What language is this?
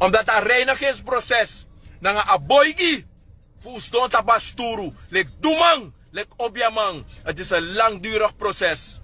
Sranan Tongo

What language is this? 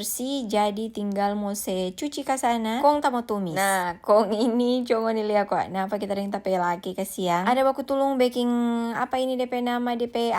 Manado Malay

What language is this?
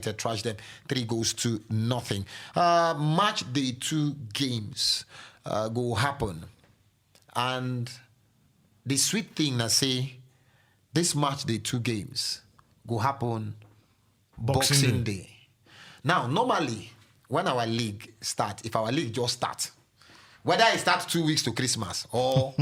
Nigerian Pidgin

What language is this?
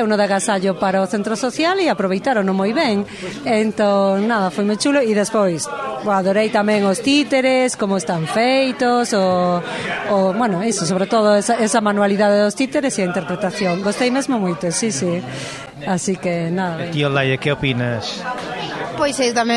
Galician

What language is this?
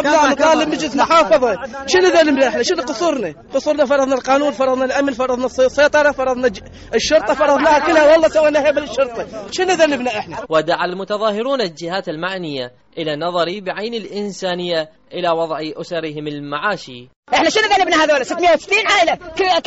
Mesopotamian Arabic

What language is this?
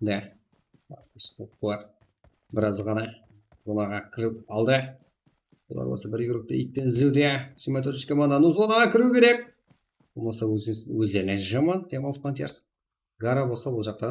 Kara-Kalpak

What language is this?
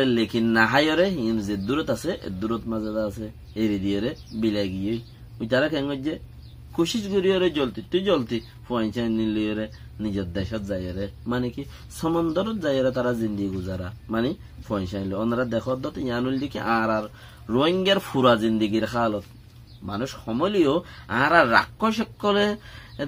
Rohingya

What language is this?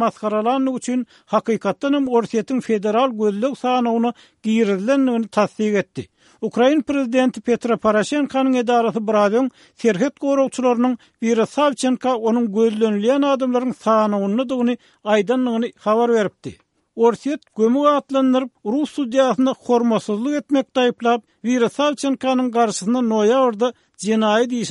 Turkmen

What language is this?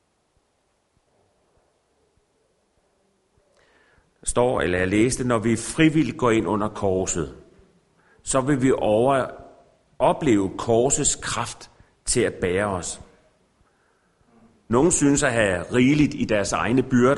Danish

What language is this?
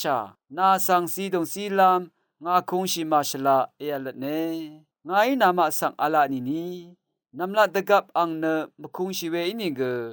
Rawang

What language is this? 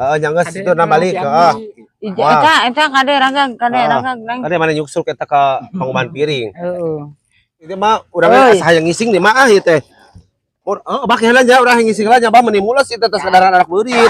Sundanese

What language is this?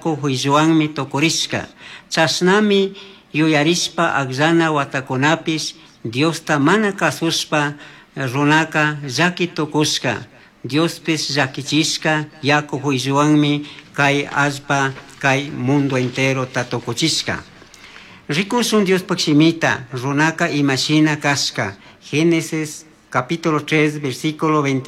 Chimborazo Highland Quichua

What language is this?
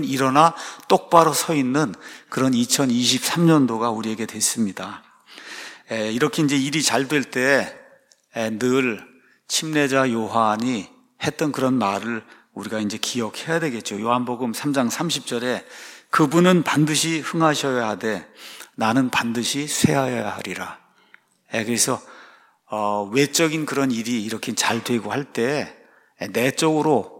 Korean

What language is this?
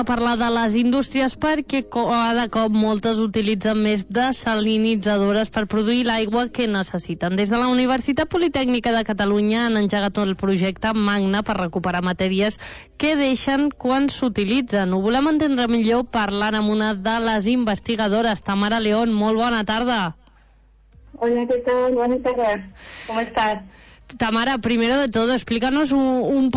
Catalan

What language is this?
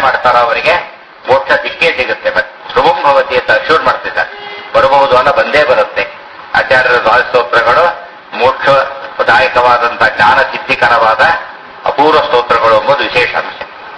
Kannada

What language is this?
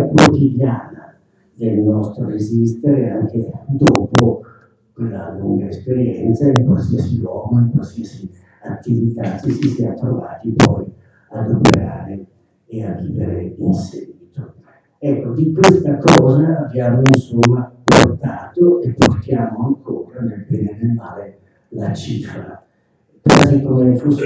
Italian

